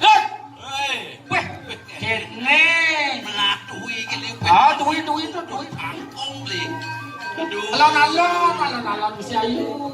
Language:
Balinese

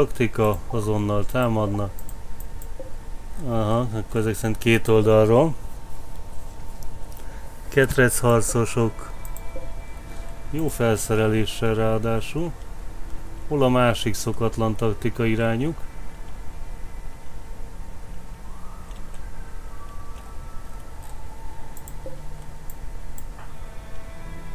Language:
Hungarian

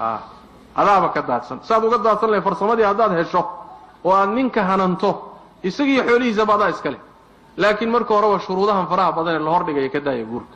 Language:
Somali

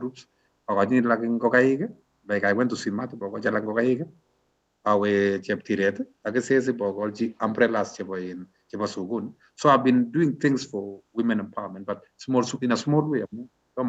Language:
Kalenjin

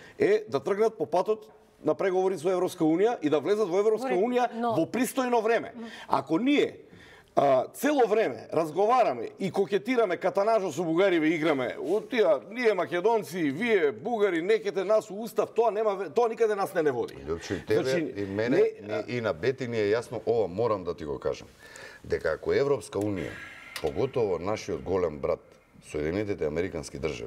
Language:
Macedonian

